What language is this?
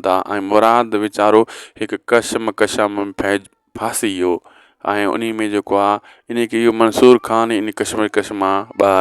Sindhi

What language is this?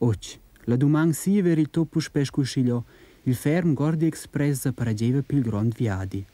Romansh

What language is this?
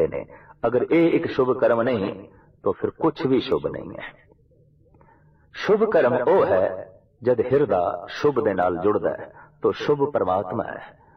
Punjabi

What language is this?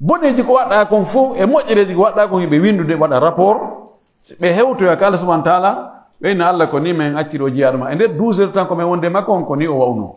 Pular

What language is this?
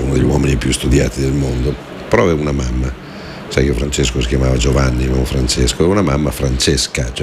Italian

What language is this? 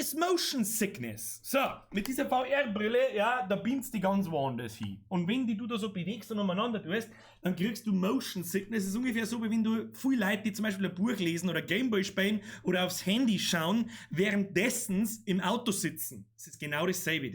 Bavarian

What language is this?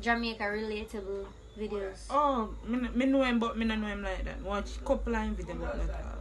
Jamaican Creole English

